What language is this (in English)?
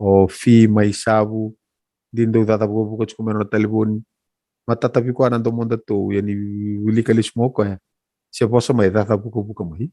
Fijian